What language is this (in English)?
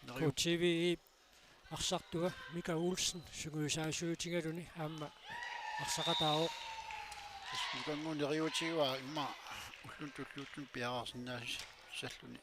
Kalaallisut